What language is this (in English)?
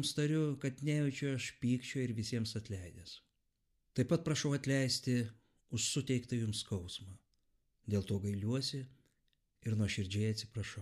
Lithuanian